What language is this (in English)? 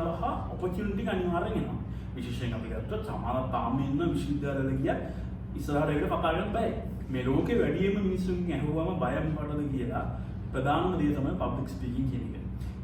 Sinhala